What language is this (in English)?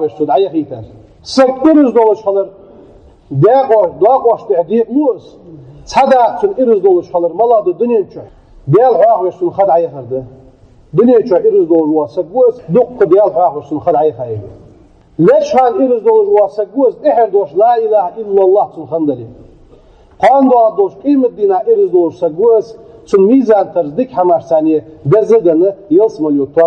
Ingush